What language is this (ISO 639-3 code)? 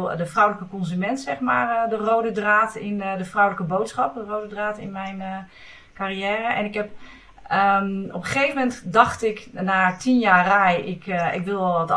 nld